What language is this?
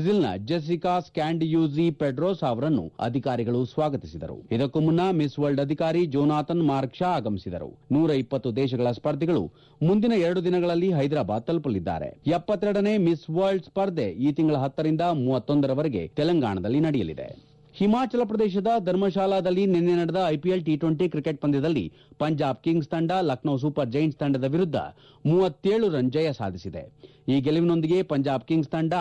Kannada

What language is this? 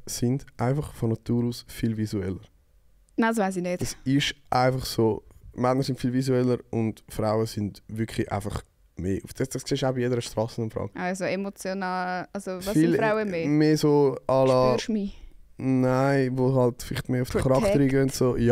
Swiss German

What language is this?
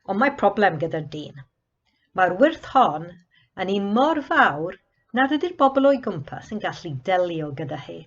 Welsh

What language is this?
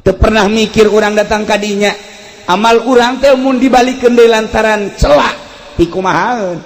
Sundanese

